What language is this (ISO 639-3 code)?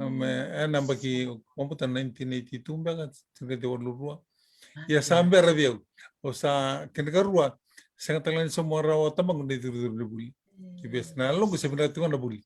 fij